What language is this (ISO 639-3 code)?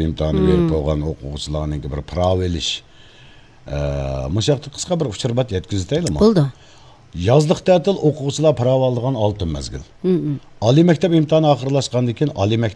uig